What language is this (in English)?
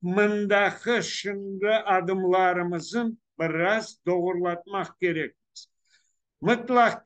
Crimean Tatar